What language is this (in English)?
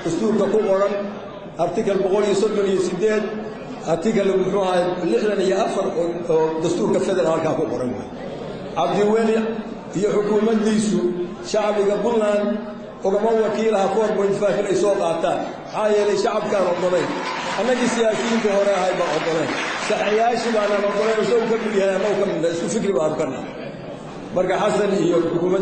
Somali